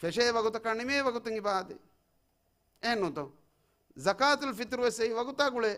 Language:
Divehi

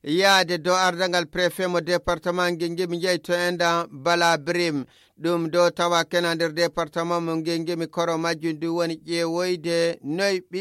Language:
Nigerian Fulfulde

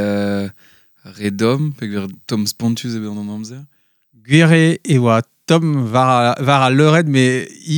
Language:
Breton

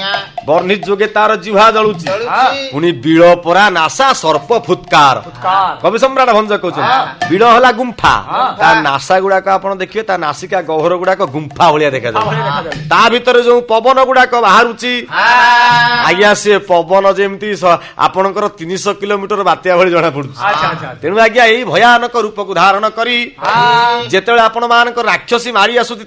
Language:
Odia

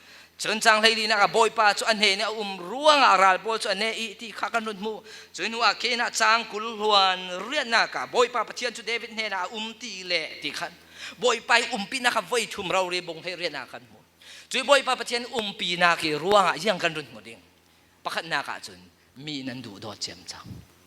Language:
Falam Chin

